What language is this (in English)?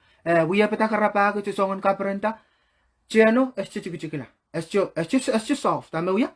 Pohnpeian